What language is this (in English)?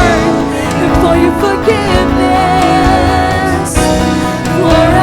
Waray